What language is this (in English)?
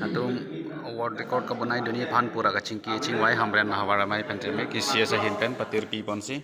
Karbi